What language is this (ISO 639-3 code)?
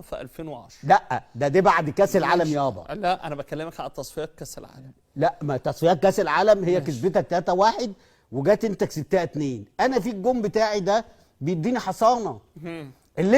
arz